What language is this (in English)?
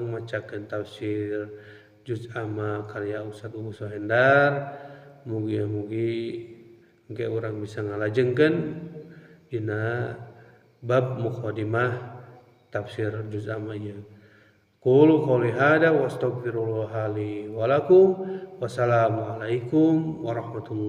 Sundanese